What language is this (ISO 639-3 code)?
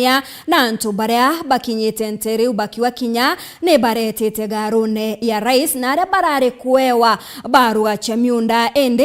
mer